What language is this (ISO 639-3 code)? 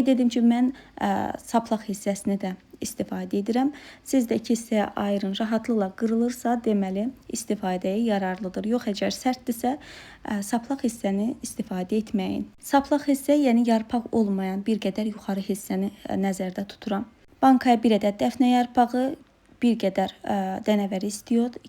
aze